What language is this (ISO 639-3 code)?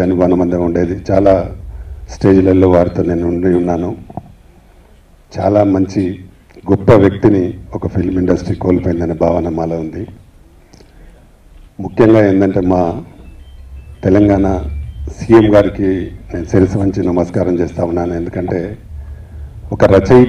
tel